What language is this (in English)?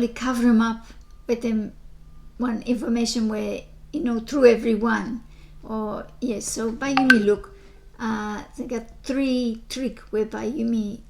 Bislama